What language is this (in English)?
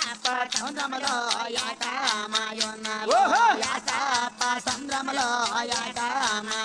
Telugu